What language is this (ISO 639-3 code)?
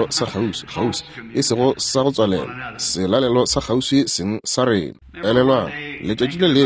nso